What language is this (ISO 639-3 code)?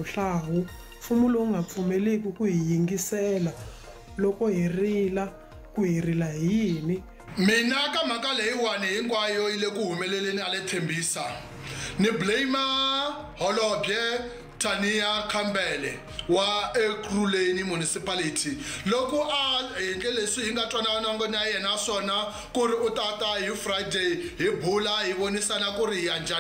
tso